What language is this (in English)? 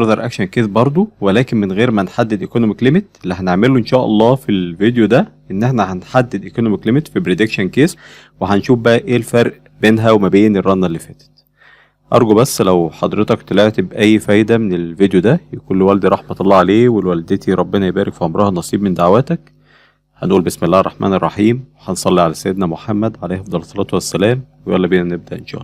Egyptian Arabic